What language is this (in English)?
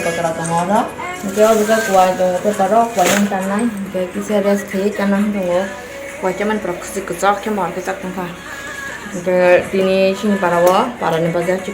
Kok Borok